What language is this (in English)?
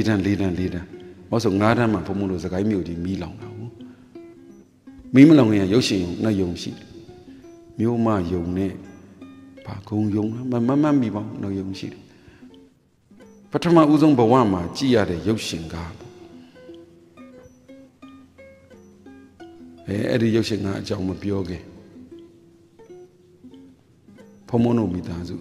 Burmese